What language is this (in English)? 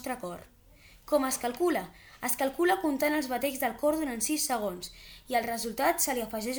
Catalan